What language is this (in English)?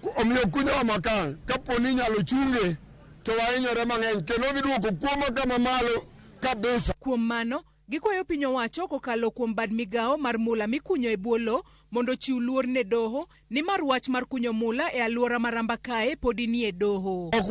Luo (Kenya and Tanzania)